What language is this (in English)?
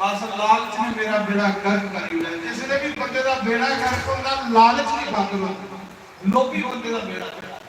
Dogri